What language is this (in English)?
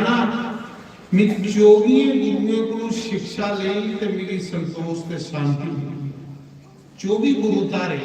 Dogri